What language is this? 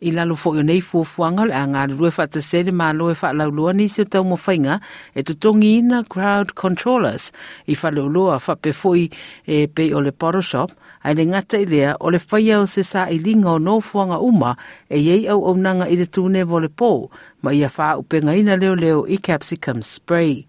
Samoan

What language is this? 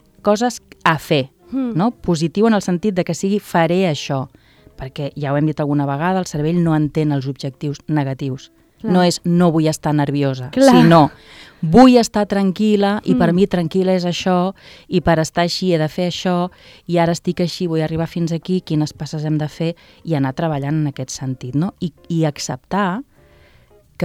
Catalan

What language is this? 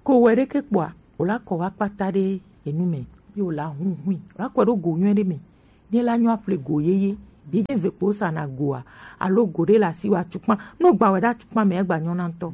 Gen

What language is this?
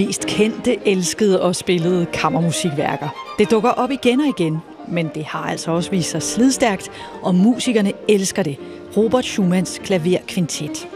Danish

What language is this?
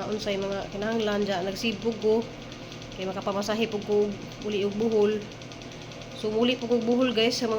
Cebuano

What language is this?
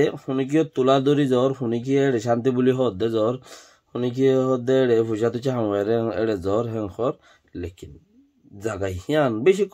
Rohingya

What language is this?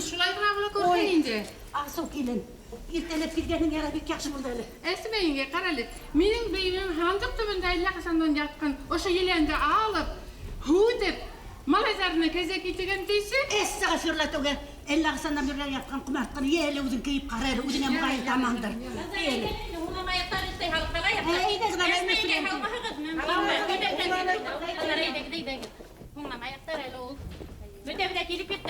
Bashkir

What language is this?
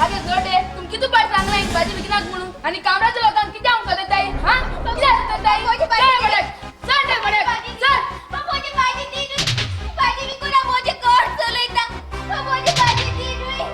Konkani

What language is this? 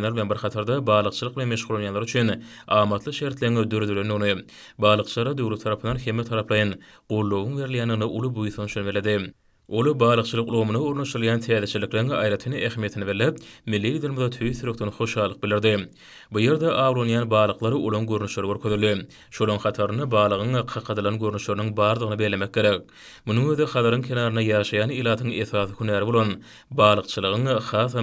Turkmen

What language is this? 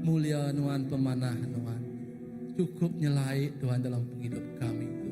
Iban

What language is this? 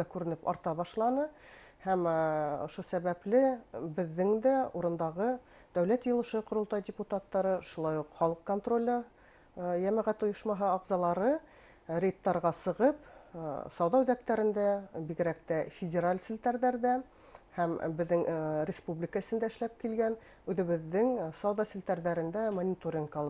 Bashkir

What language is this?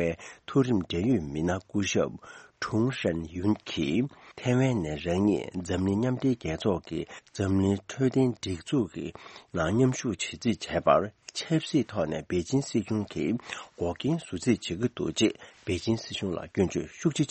Tibetan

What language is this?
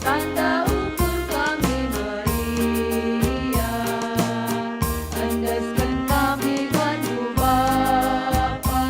Batak Karo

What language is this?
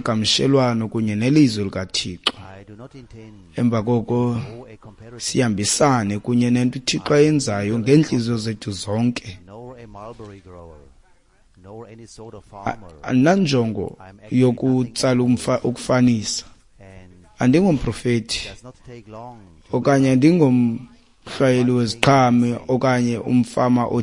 Xhosa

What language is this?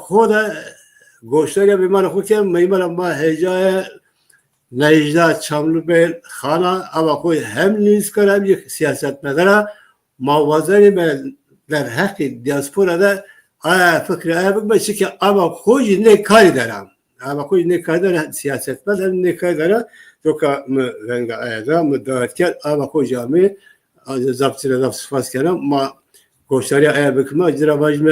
Zaza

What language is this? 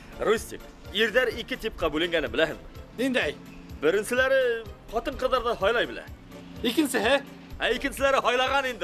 Bashkir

